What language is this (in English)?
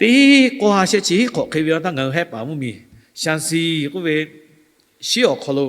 Lahu